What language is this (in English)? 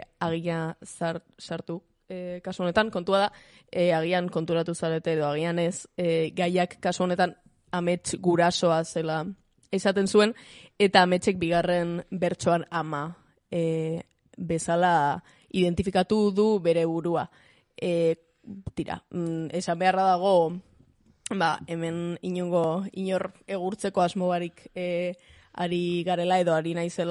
Basque